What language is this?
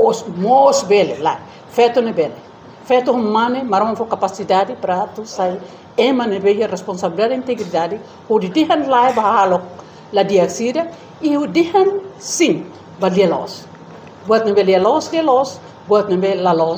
Tetum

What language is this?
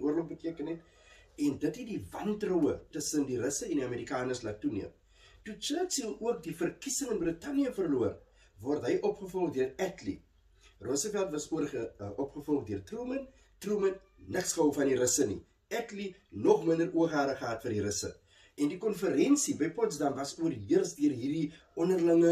Afrikaans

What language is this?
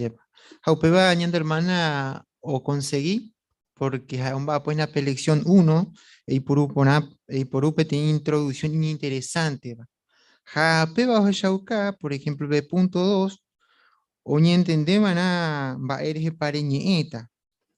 Guarani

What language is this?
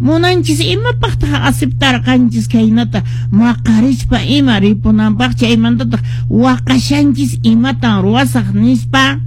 Quechua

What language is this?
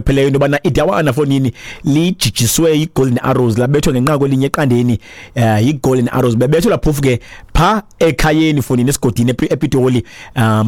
Xhosa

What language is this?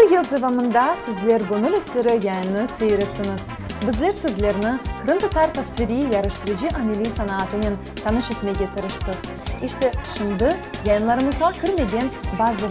Crimean Tatar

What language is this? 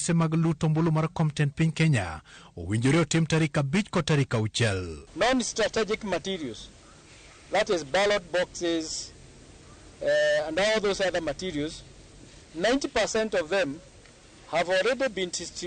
Luo (Kenya and Tanzania)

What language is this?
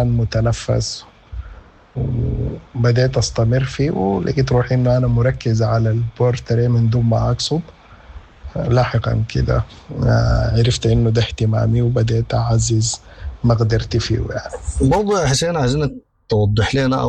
Sudanese Arabic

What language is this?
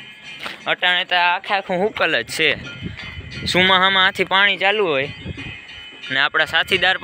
Gujarati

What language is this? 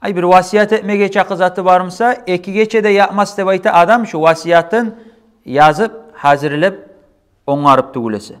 Kumyk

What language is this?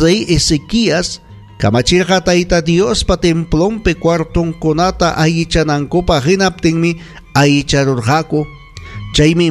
Ayacucho Quechua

